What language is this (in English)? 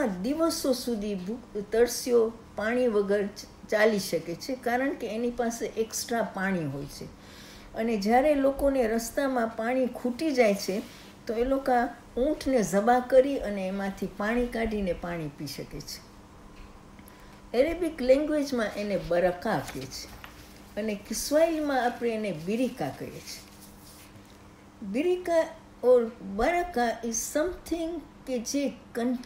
Gujarati